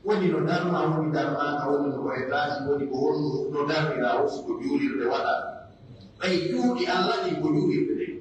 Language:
Pular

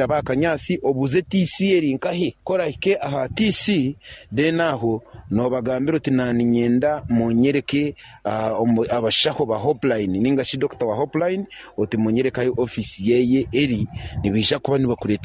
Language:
Nyankole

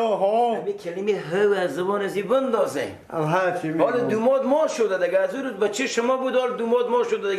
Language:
Persian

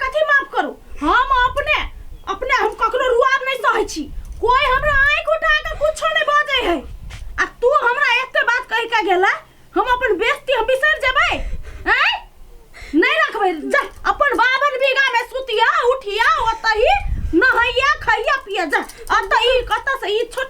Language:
Maithili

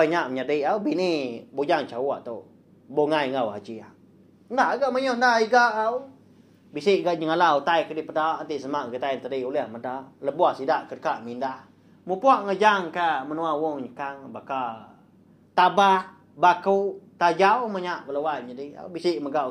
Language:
Iban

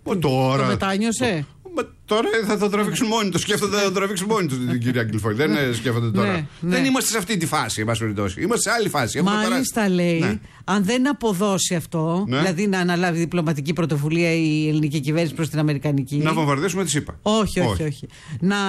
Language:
Greek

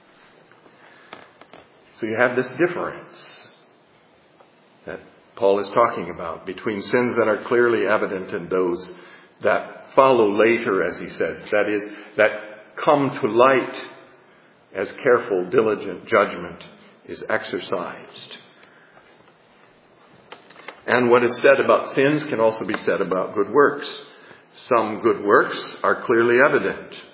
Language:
English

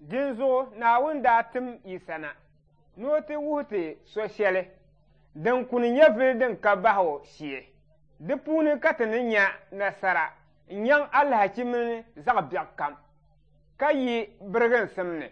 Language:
Dagbani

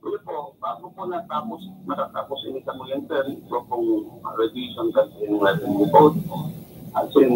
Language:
Bikol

